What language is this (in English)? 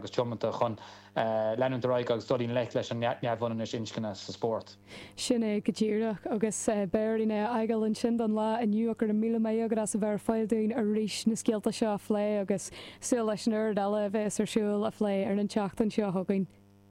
Irish